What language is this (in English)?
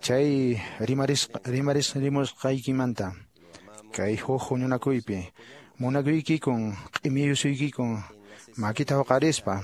Quechua